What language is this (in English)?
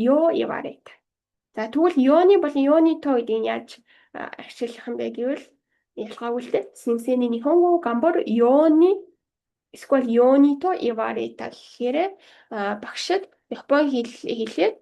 Mongolian